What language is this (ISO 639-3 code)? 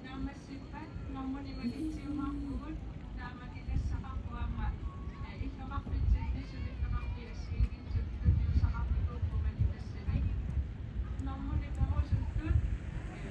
kal